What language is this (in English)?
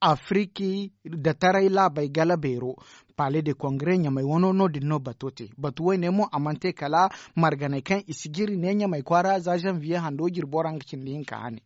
Zarma